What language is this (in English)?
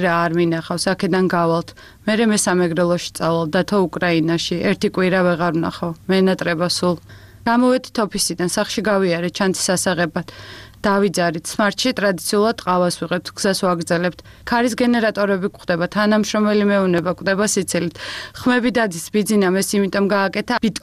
Georgian